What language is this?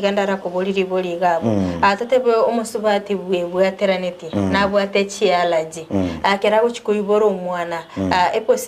Gusii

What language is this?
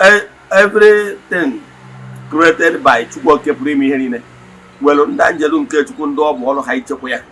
Igbo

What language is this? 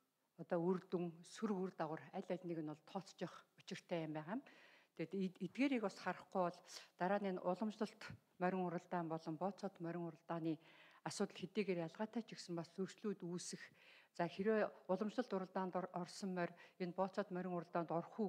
Mongolian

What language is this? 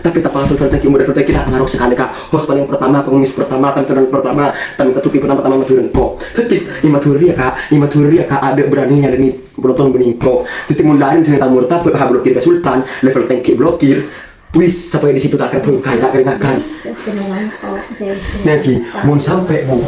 Madurese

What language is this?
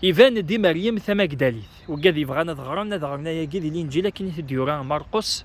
Kabyle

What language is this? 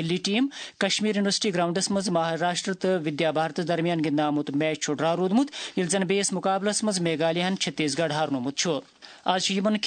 Kashmiri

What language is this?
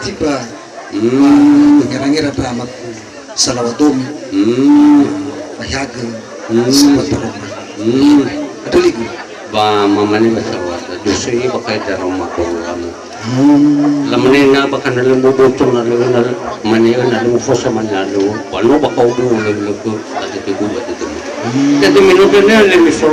Nias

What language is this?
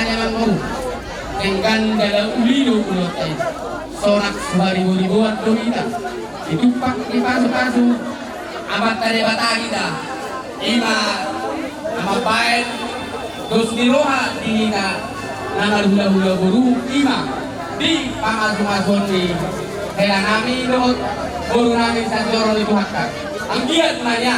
Batak Toba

